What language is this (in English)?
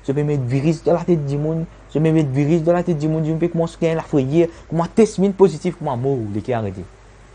Morisyen